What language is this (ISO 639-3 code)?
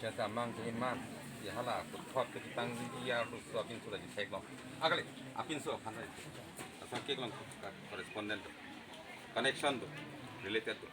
mjw